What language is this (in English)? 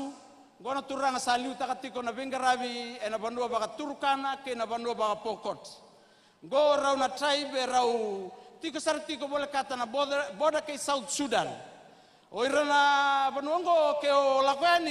Fijian